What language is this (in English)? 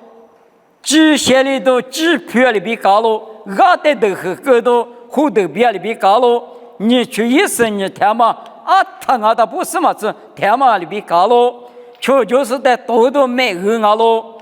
Lisu